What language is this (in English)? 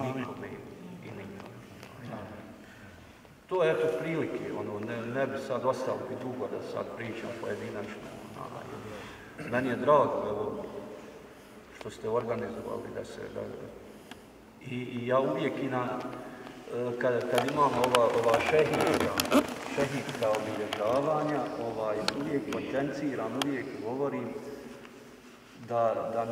Bosnian